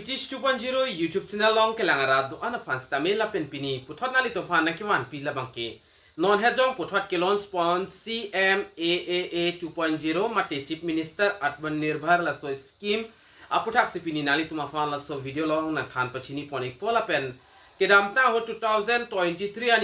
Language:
Karbi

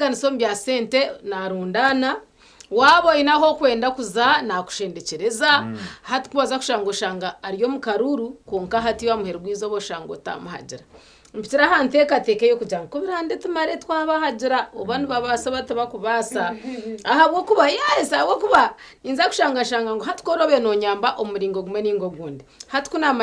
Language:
Nyankole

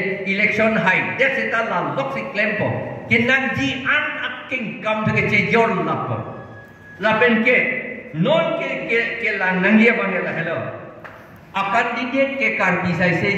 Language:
Karbi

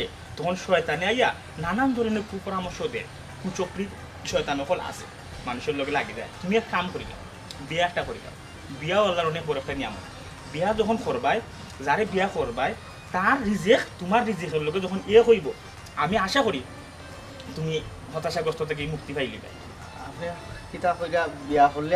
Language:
Sylheti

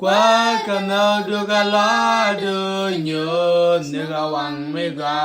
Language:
Nuer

